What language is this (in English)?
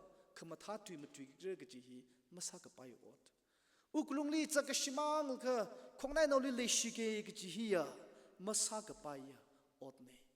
Tangkhul Naga (India)